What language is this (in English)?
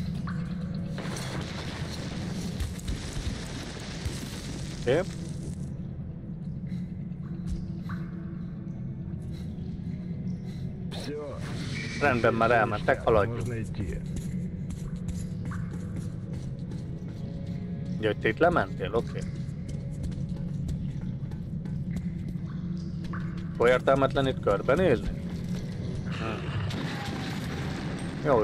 Hungarian